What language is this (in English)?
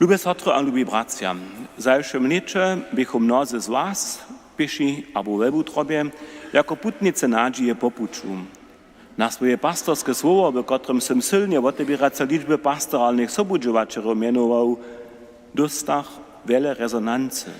Upper Sorbian